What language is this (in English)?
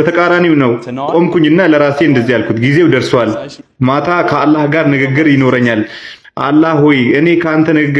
Amharic